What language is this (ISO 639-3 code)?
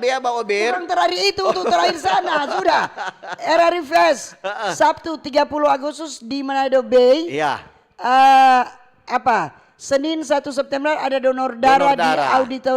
xmm